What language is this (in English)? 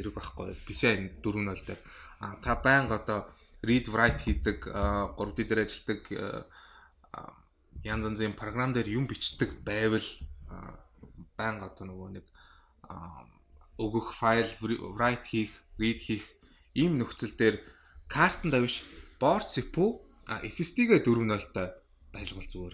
Mongolian